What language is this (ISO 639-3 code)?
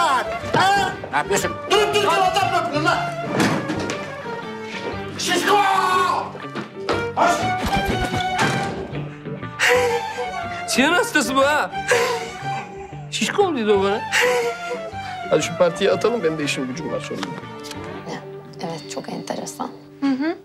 tur